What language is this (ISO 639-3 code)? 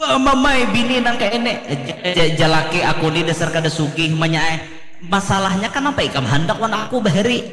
bjn